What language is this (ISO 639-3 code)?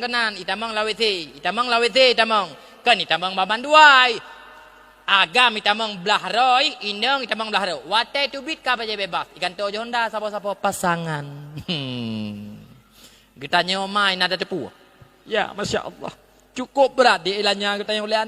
ace